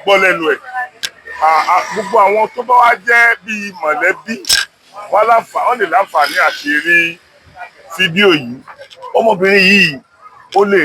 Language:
Yoruba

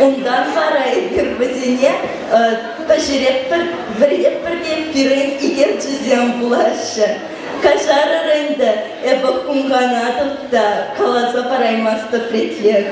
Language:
Chuvash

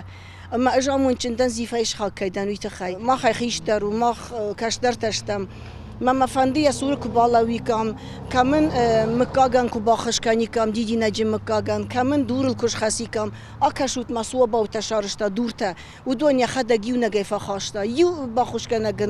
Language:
Ossetic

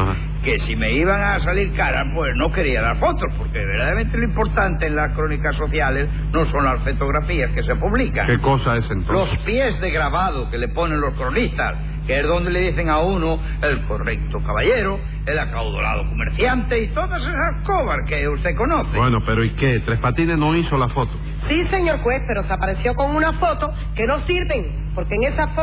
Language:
Spanish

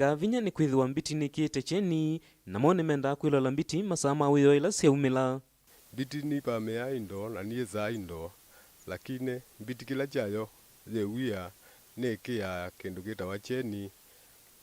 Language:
Kamba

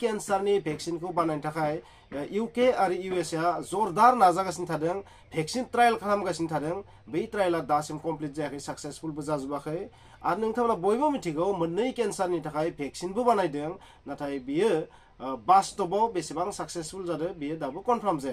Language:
Bodo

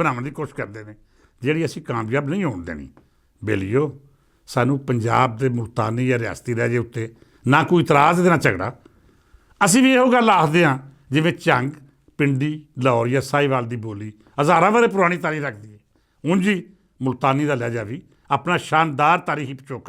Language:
Western Panjabi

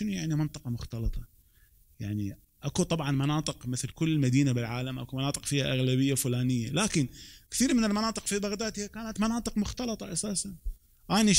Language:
Mesopotamian Arabic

